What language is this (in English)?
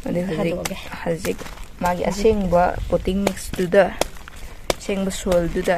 Manipuri